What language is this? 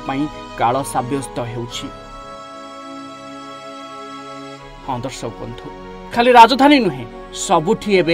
Odia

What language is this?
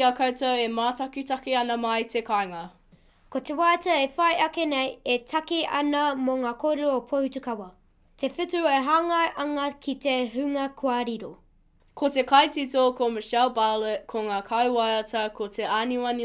Māori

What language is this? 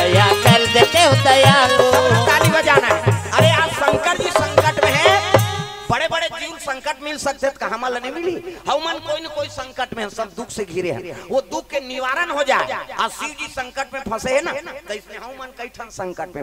Chhattisgarhi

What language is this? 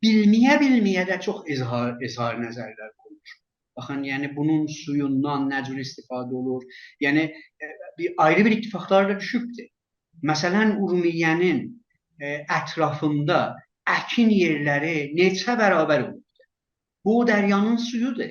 South Azerbaijani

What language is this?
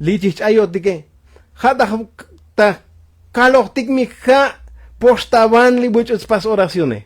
Tzotzil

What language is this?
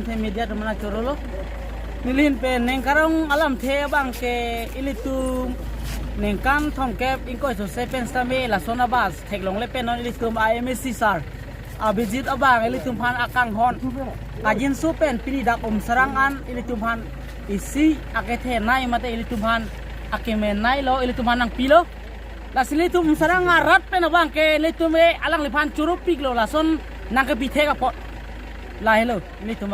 Karbi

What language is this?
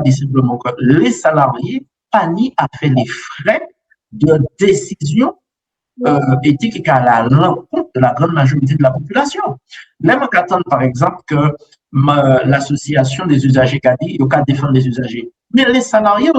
Guadeloupean Creole French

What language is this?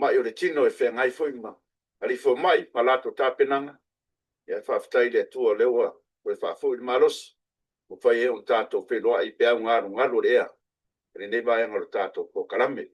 Samoan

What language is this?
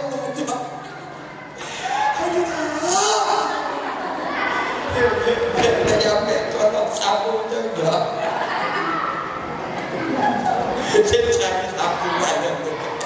Pattani Malay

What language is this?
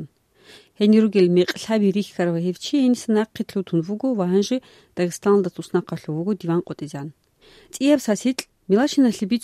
Avaric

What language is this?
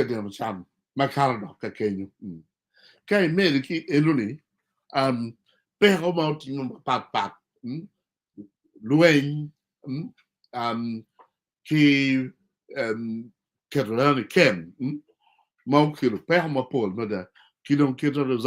Acoli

